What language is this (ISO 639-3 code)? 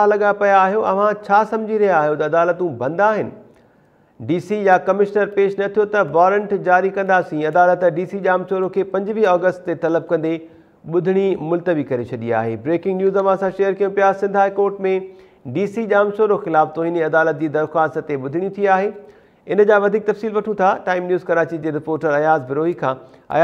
snd